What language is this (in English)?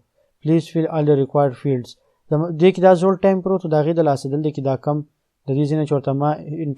Pashto